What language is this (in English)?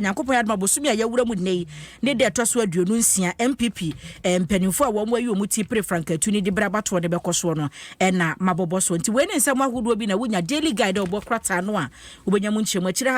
Akan